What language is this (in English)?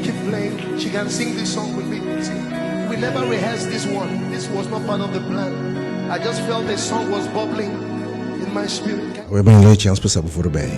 Papiamento